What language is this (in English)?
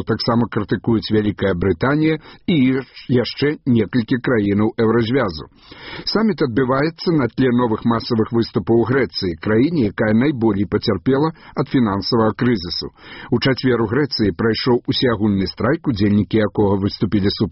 Belarusian